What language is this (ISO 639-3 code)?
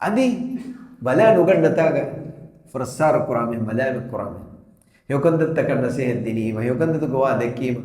div